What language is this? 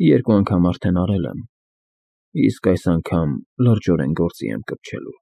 Armenian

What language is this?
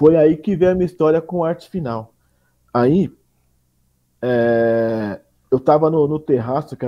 Portuguese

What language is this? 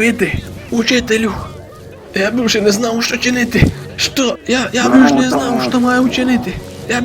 Rusyn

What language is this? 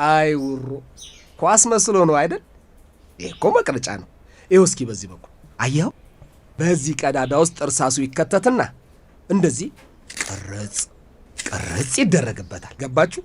Amharic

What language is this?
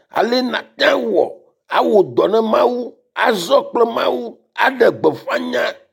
Ewe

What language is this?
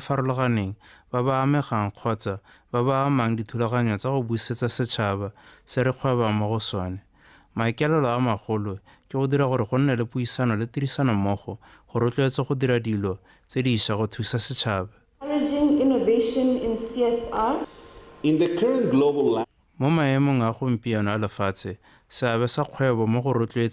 Tswana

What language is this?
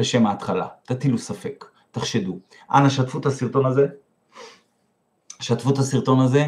Hebrew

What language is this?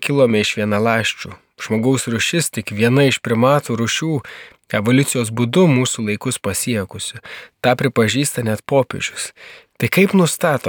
Lithuanian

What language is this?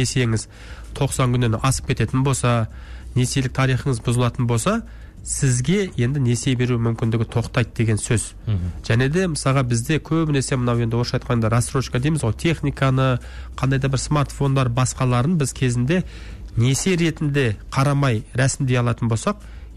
Kazakh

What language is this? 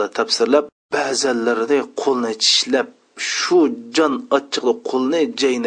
Uyghur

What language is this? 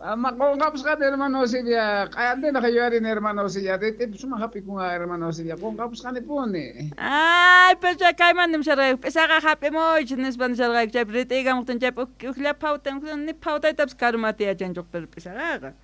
South Bolivian Quechua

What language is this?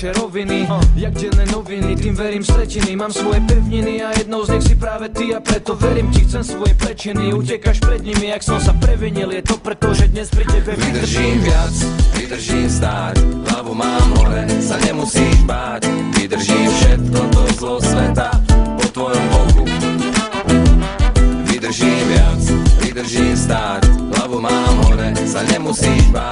Slovak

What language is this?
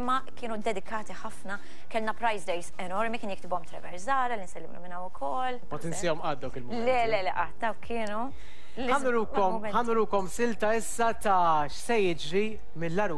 Maltese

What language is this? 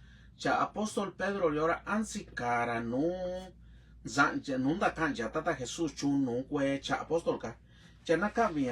Mixtepec Mixtec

